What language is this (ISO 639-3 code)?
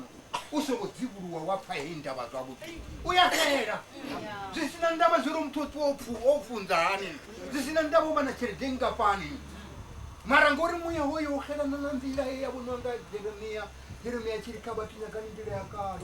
ven